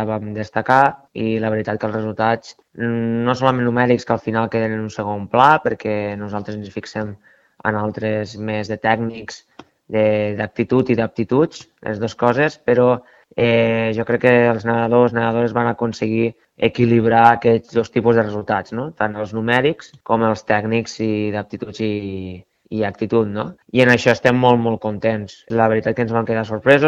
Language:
Catalan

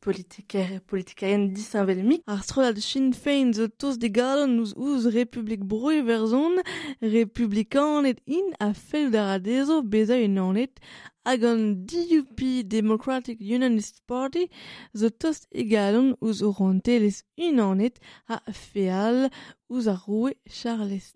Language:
Breton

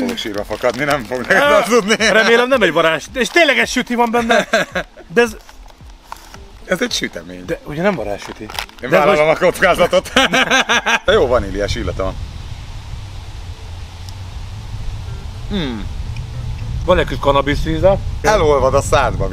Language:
Hungarian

